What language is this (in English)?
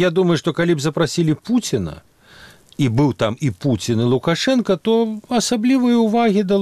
Belarusian